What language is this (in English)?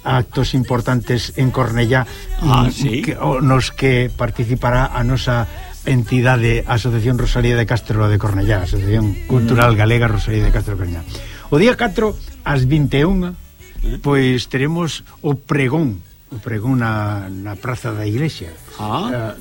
Galician